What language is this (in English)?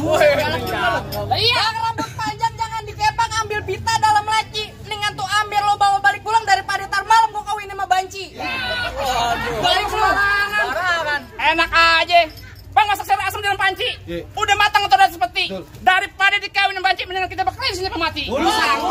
Betawi